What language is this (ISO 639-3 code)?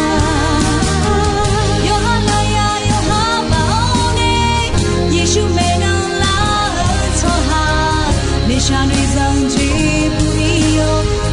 ahk